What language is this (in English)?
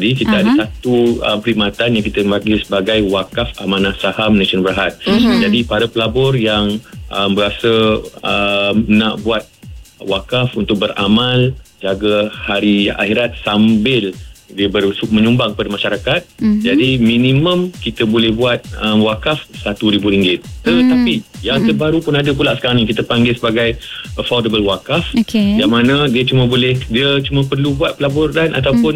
Malay